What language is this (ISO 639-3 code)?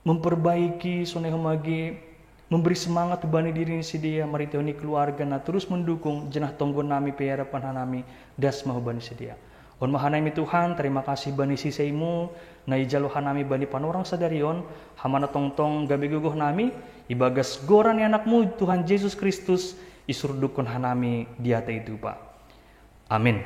bts